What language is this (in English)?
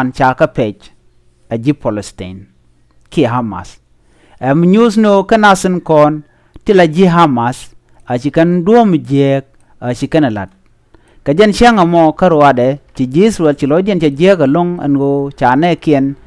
Nuer